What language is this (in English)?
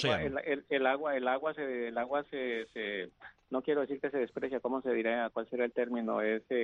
Spanish